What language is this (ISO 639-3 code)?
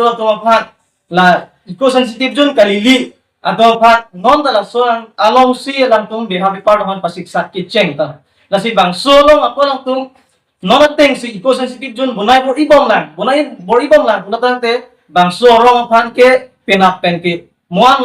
mjw